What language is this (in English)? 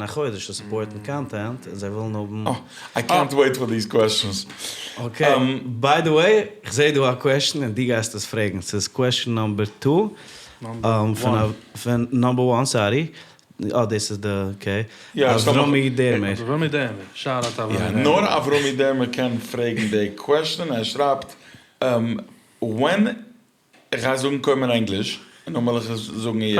Yiddish